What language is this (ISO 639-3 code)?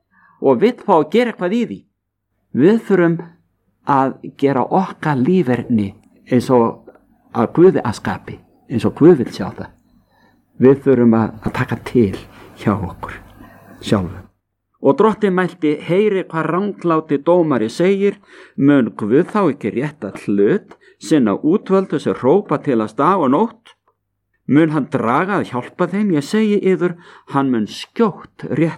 isl